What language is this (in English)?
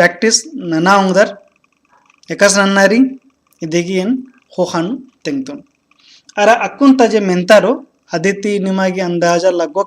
Kurukh